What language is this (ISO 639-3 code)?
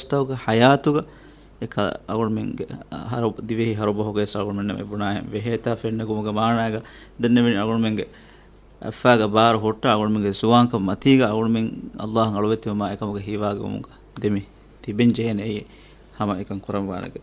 div